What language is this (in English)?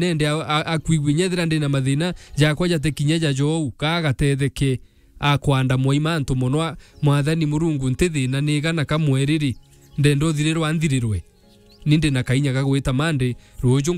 Meru